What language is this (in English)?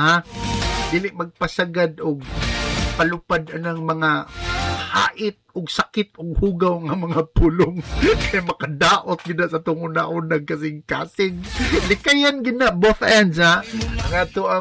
Cebuano